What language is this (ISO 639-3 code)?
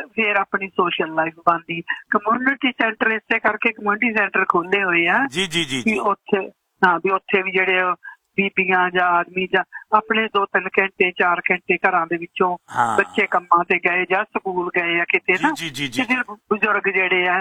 pan